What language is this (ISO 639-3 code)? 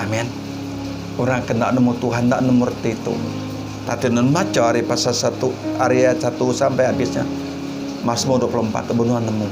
iba